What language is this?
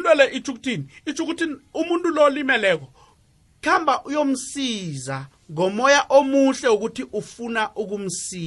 South Ndebele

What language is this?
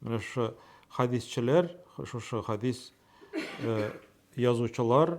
Tatar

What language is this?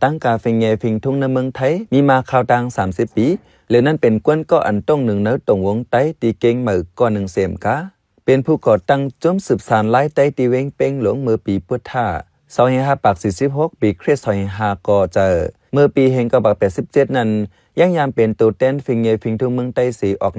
Shan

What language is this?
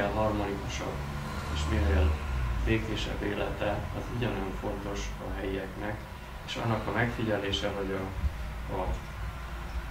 Hungarian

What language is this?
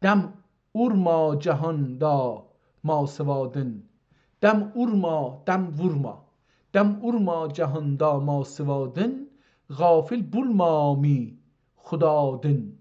South Azerbaijani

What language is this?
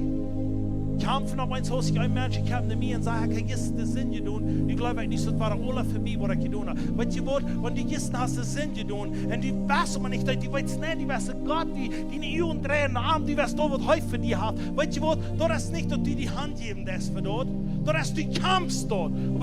Plautdietsch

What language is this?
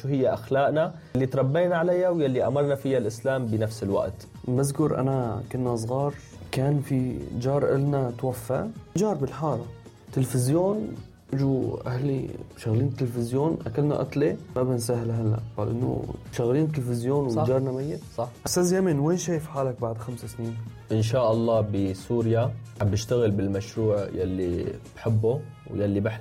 North Levantine Arabic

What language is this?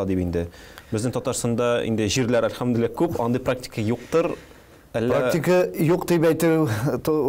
Tatar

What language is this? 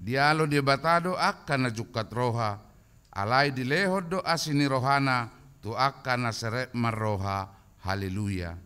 Batak Toba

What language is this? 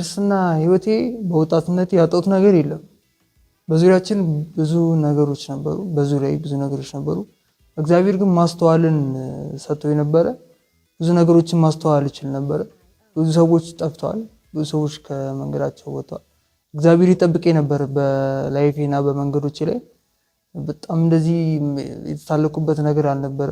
Amharic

